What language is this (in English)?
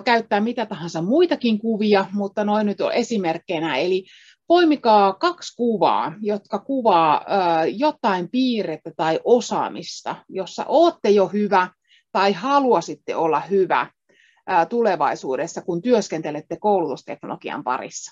Finnish